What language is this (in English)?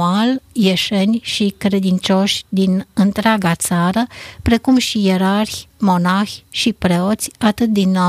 Romanian